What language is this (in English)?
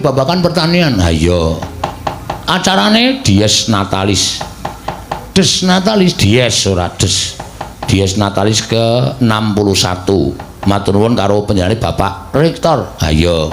Javanese